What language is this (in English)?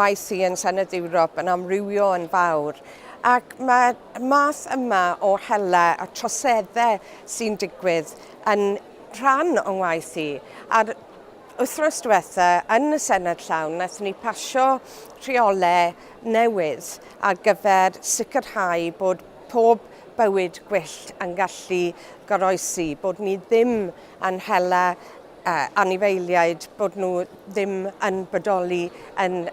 Welsh